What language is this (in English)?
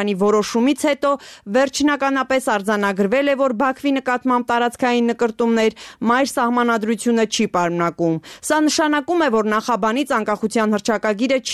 Armenian